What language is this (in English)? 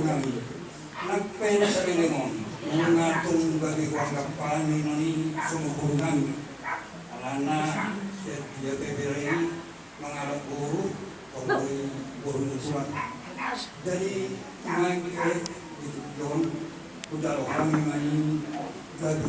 Batak Toba